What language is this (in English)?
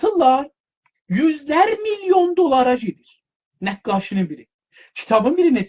South Azerbaijani